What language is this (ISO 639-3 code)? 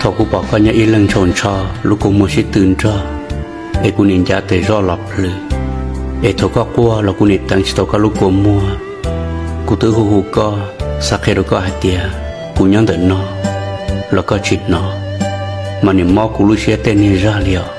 hmn